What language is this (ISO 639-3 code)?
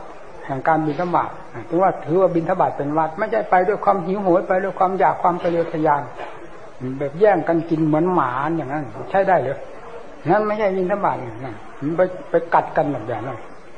tha